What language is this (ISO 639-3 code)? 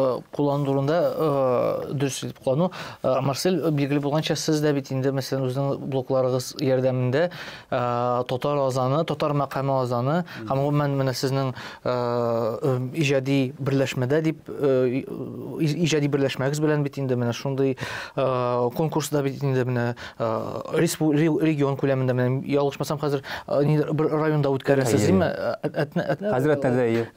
tat